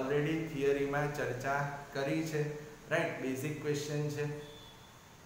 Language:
Gujarati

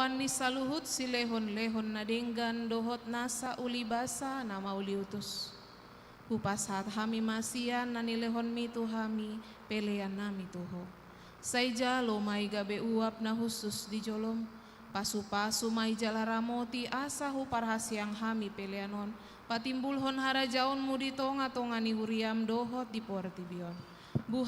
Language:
Batak Toba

